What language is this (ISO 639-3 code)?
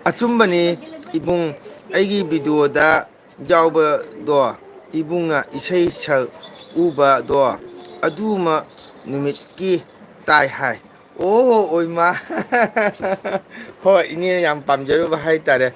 mni